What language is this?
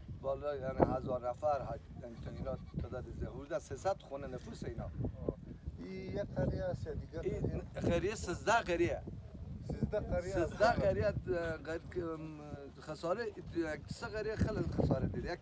Persian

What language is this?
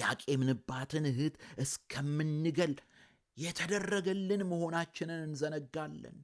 Amharic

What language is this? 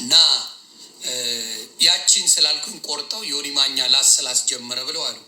Amharic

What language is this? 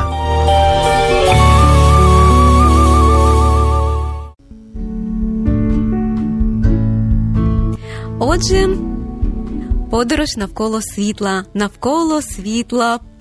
Ukrainian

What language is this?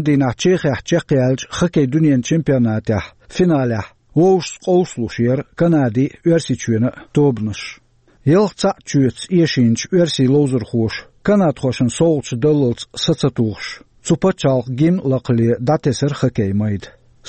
Chechen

